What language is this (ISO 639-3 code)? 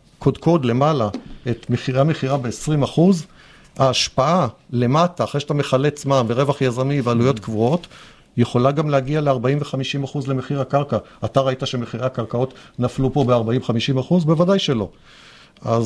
heb